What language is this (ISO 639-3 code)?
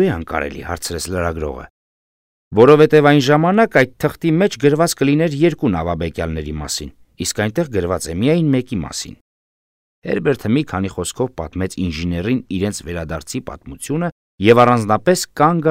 hye